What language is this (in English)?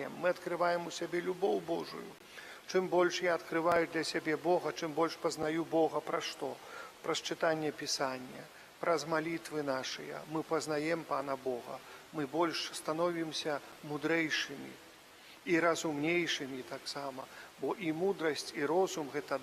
Belarusian